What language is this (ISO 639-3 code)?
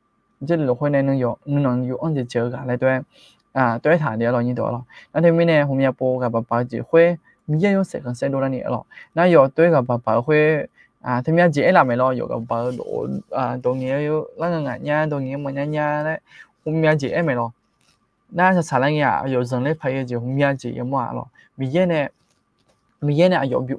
ahk